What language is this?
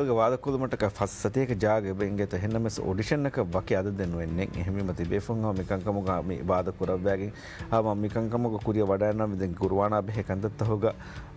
Divehi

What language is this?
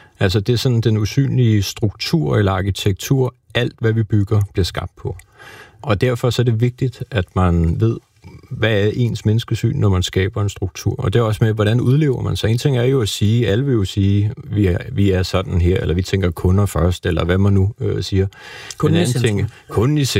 Danish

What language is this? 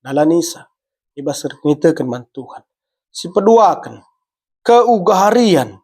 Batak Karo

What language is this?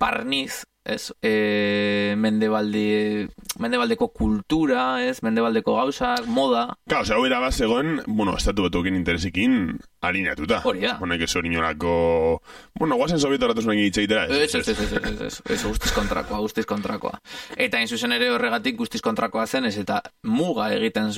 Basque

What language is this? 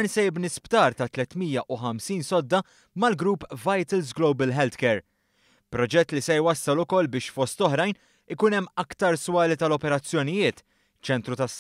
Maltese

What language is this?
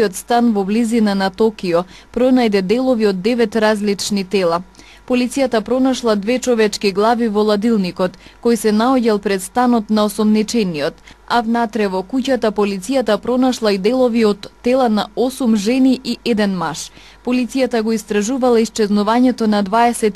Macedonian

